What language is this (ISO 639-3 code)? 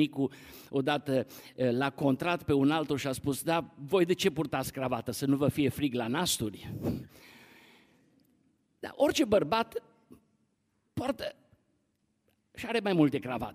ron